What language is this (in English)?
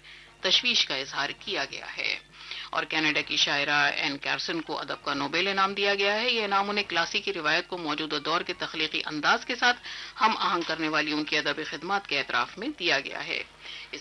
Urdu